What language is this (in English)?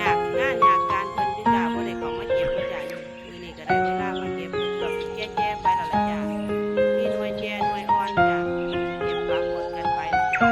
Northeastern Thai